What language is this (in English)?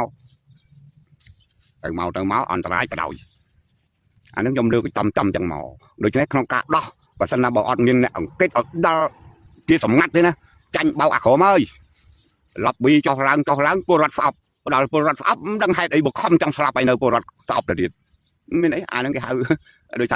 Khmer